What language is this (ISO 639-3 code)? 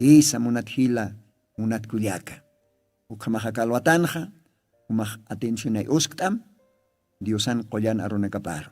aym